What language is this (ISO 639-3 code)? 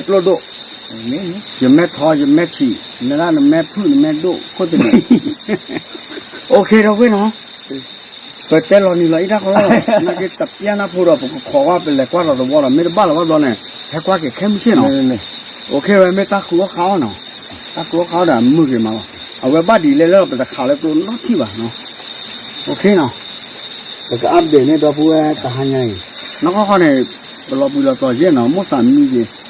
ksw